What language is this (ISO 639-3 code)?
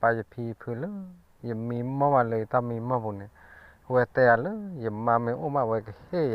ksw